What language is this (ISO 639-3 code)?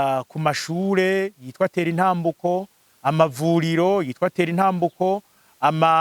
run